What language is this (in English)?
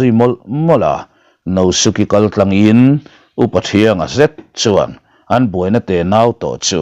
Mizo